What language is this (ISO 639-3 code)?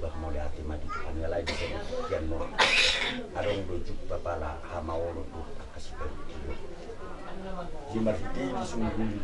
bbc